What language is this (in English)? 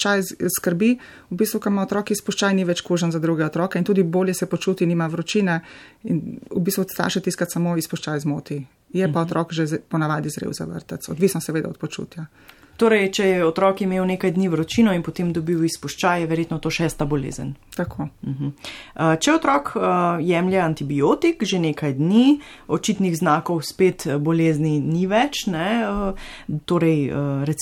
Slovenian